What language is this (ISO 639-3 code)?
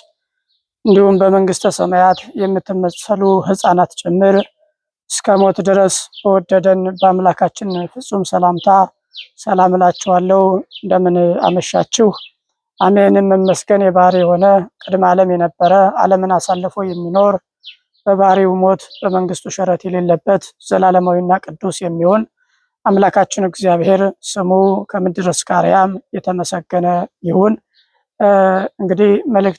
amh